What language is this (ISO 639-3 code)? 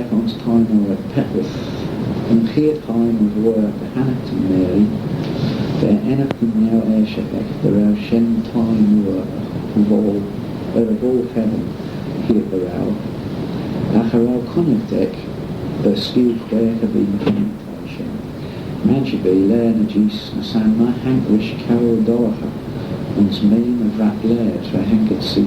glv